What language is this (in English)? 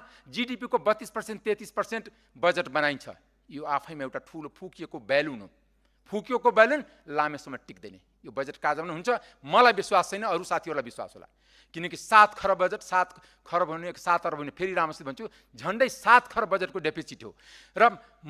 Nepali